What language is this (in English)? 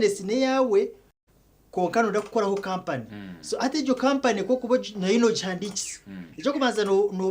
Nyankole